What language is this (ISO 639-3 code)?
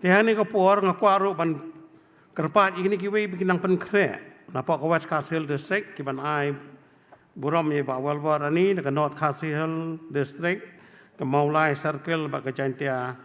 kha